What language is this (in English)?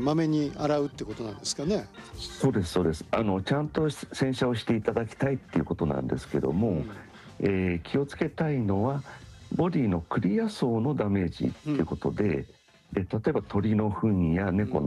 Japanese